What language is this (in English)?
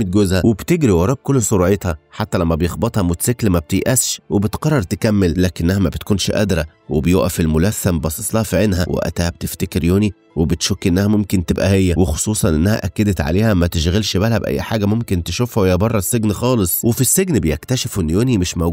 Egyptian Arabic